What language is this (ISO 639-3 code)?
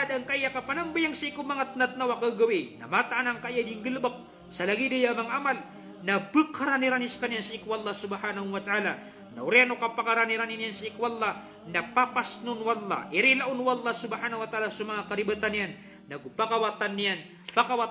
mrw